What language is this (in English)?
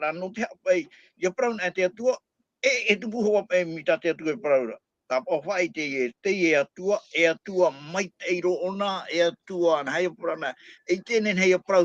Tahitian